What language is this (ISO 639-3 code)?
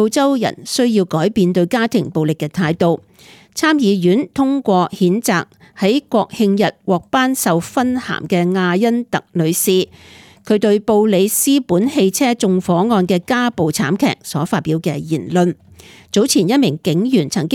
yue